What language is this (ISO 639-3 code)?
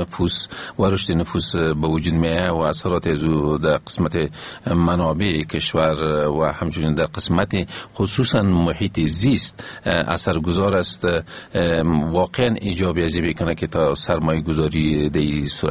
fas